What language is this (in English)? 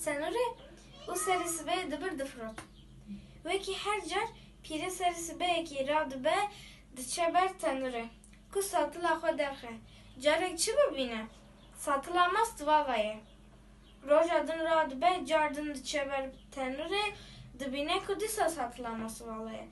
Kurdish